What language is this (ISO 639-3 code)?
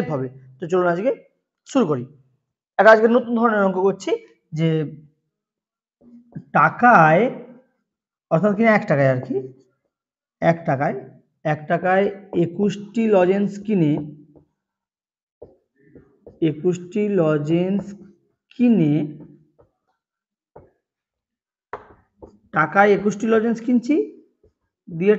ben